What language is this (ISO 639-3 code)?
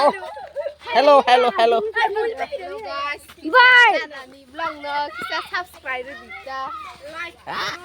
trp